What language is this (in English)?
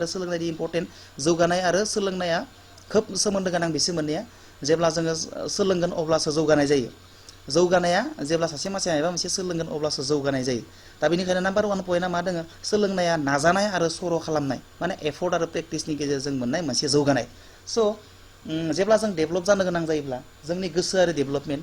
Bodo